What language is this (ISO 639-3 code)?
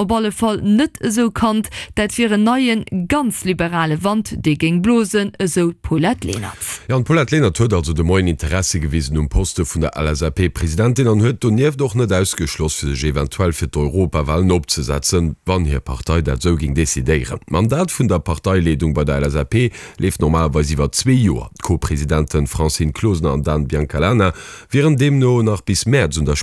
ltz